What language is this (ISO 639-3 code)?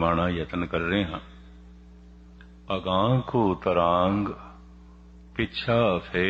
pan